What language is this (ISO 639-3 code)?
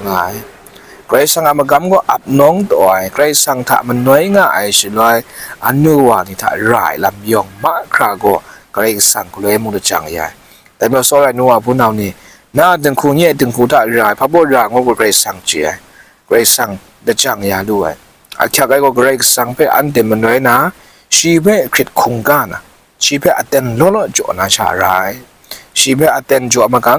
kac